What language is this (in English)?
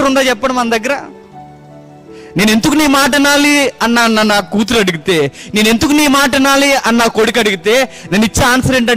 Telugu